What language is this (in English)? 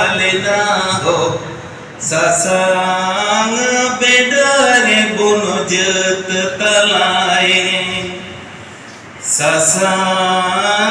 Santali